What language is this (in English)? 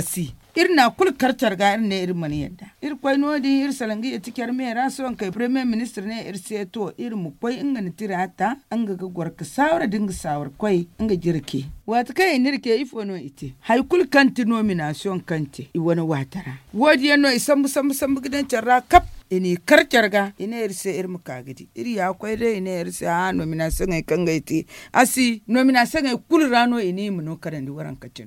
Zarma